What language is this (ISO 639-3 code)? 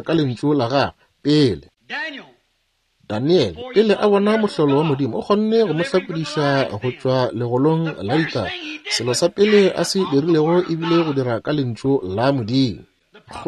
nso